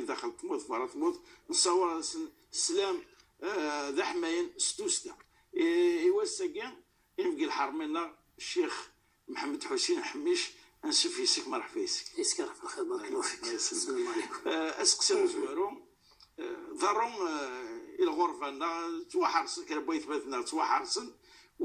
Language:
Kabyle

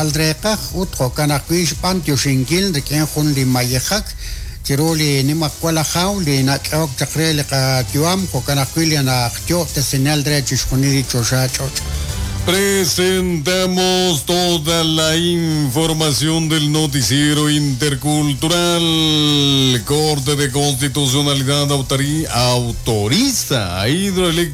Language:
Kekchí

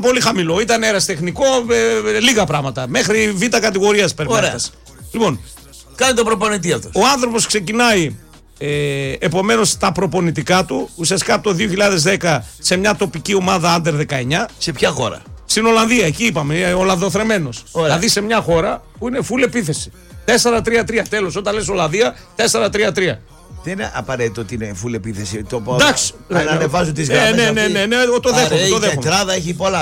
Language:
Greek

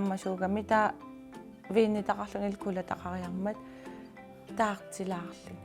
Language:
Kalaallisut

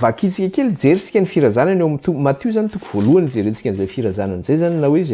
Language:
Malagasy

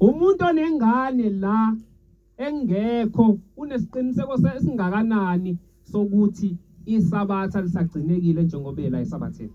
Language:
Zulu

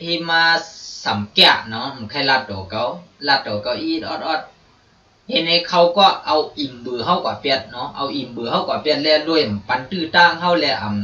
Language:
Shan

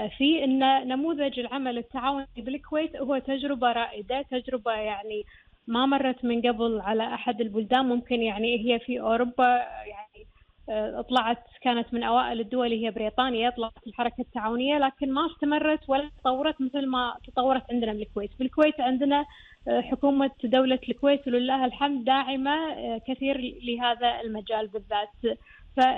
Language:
Gulf Arabic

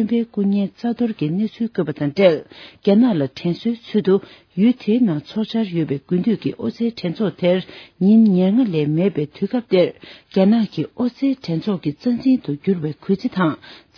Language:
Tibetan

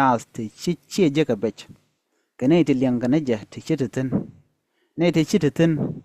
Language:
Nuer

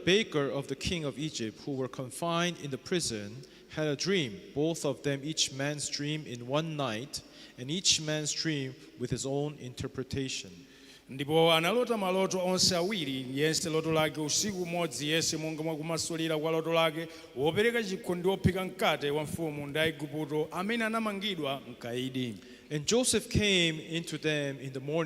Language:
Nyanja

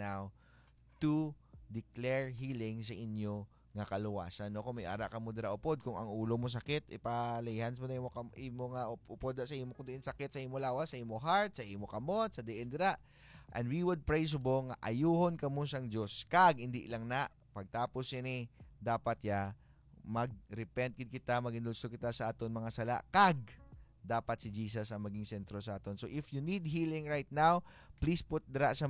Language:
Hiligaynon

